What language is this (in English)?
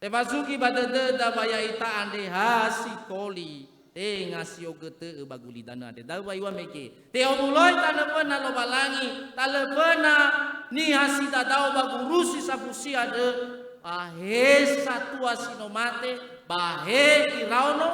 Nias